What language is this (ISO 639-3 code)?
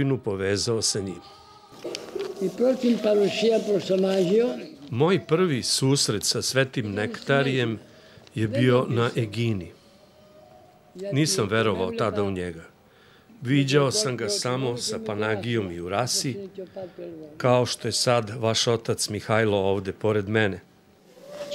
srp